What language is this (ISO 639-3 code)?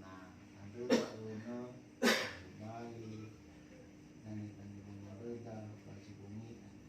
nia